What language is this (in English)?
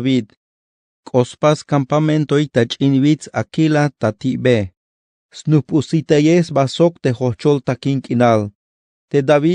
Tzeltal